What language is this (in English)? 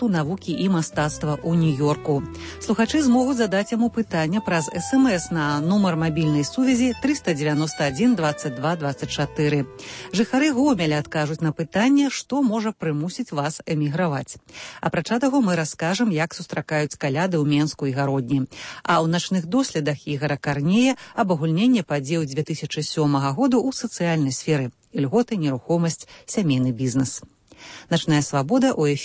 Belarusian